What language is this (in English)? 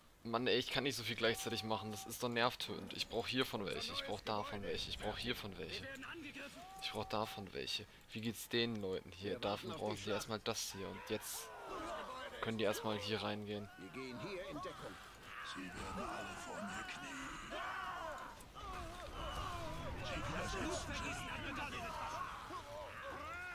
German